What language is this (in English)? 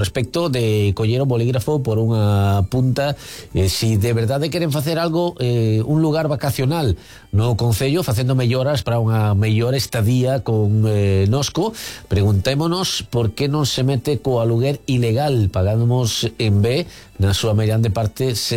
Galician